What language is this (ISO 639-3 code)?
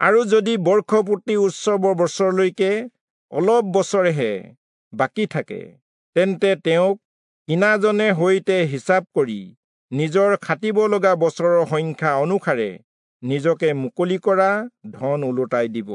asm